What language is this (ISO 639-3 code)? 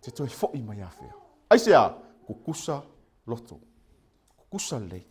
smo